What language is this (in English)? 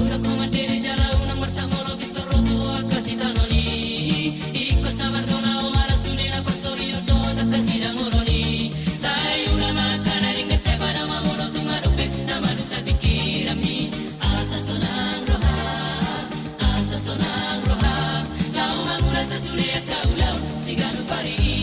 Batak Toba